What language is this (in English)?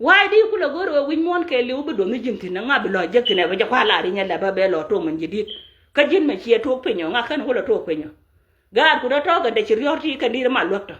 Nuer